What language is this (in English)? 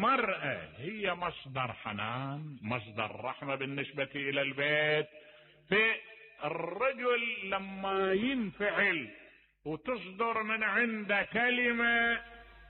Mesopotamian Arabic